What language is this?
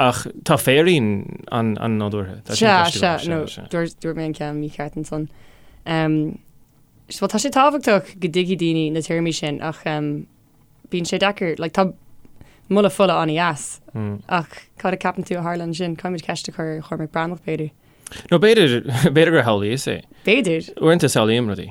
Irish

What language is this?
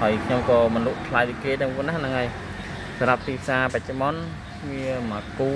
Khmer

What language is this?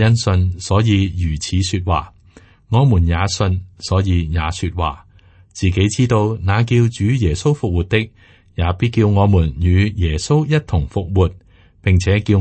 Cantonese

